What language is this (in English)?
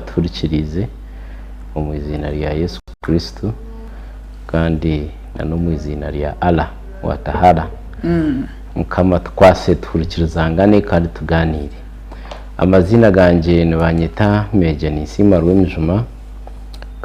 Nyankole